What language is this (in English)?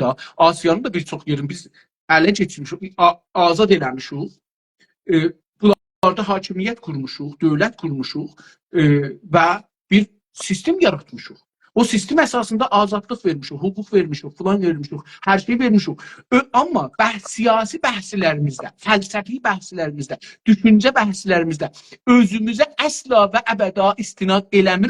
South Azerbaijani